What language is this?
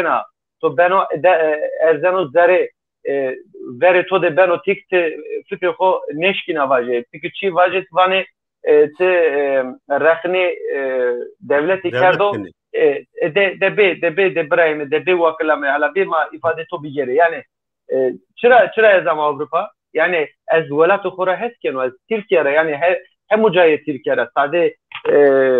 Zaza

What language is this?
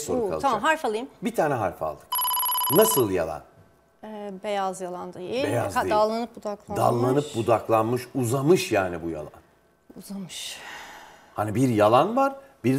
Turkish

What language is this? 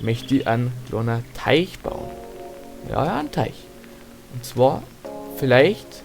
Bavarian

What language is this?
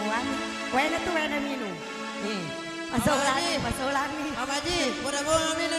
Buginese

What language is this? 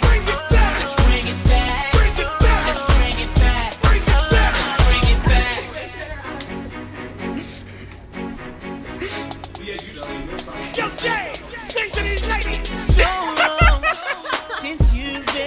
English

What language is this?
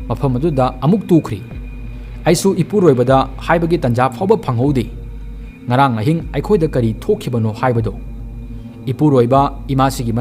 Manipuri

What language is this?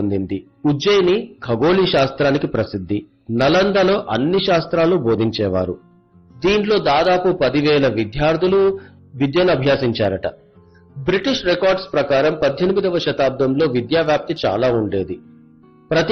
Telugu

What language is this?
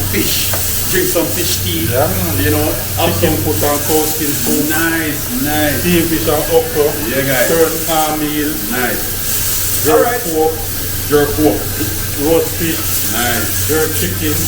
Jamaican Creole English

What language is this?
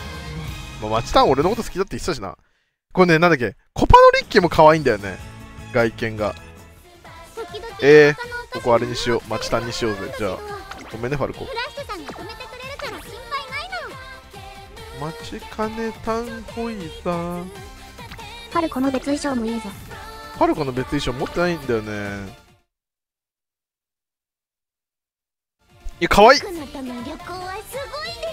Japanese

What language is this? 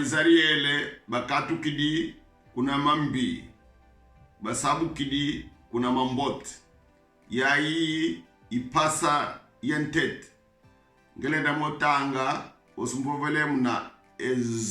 Kongo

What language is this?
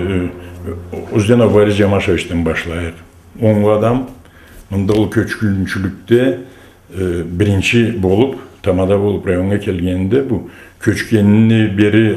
Karachay-Balkar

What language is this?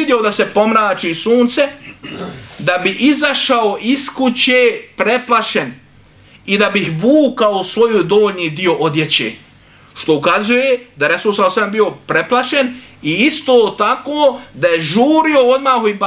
Bosnian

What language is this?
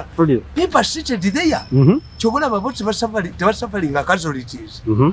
Ganda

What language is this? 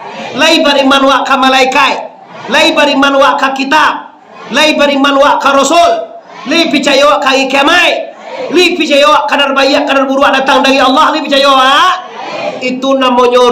Minangkabau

